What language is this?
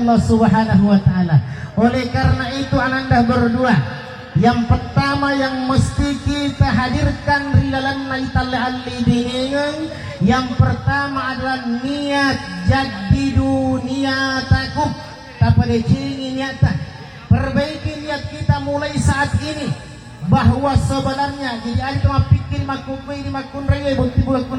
Buginese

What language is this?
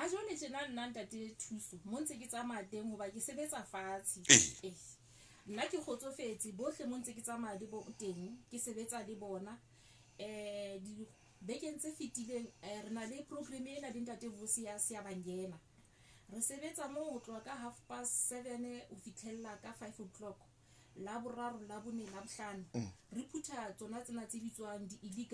Southern Sotho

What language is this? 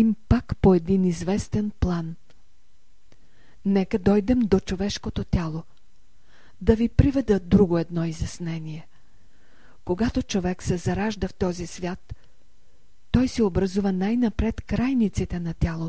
Bulgarian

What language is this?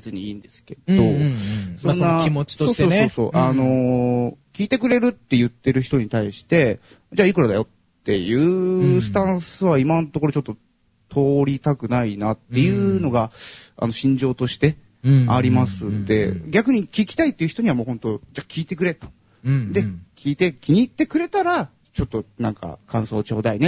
Japanese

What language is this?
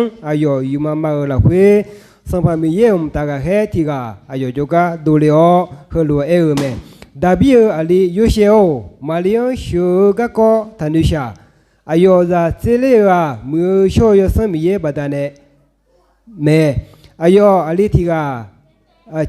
Akha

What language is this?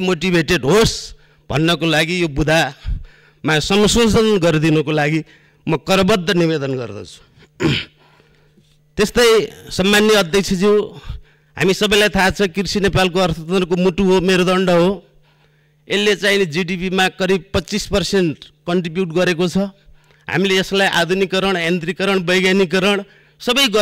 Nepali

